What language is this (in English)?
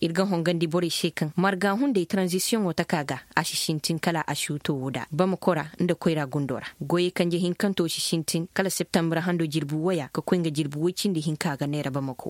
Koyraboro Senni